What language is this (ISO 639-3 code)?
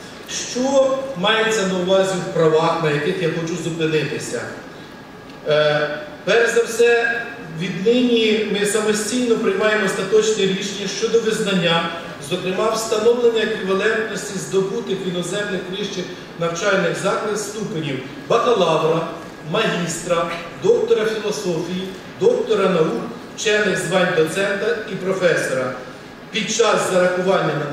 ukr